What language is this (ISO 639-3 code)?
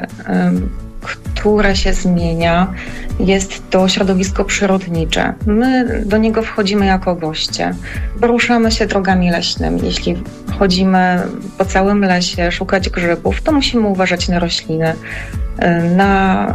pol